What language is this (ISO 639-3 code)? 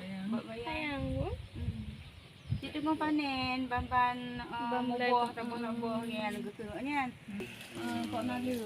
ace